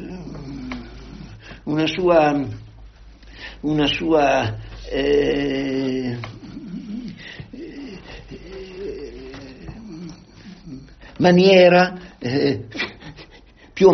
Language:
Italian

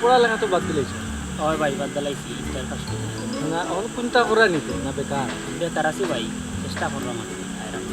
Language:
Sylheti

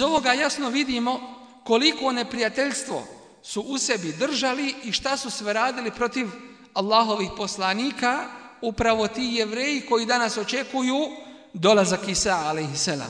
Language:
Bosnian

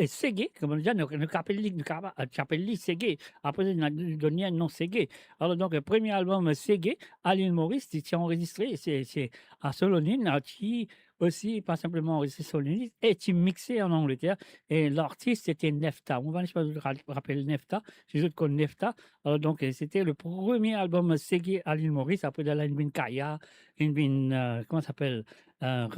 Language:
Morisyen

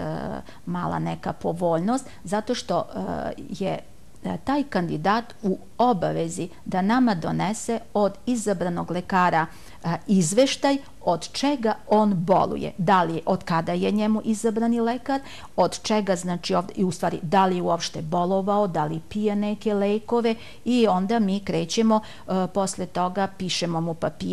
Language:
Serbian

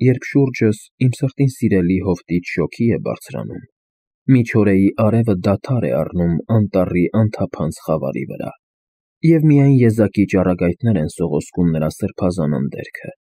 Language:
Armenian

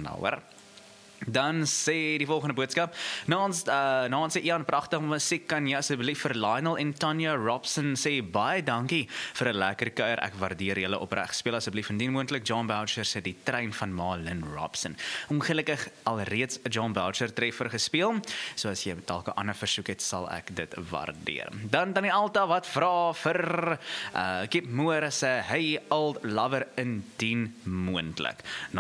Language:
Afrikaans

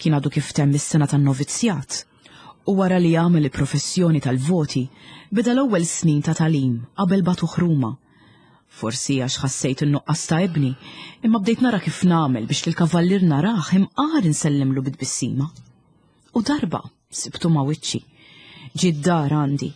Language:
Maltese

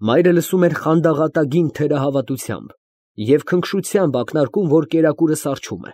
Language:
Armenian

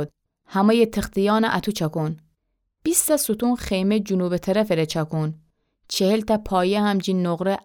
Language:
Gilaki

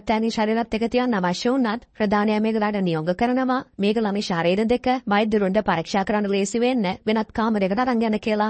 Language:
Sinhala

